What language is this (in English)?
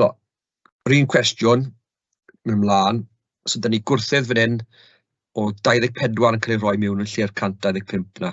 Welsh